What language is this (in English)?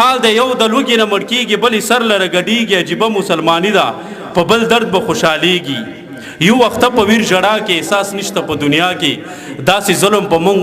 Pashto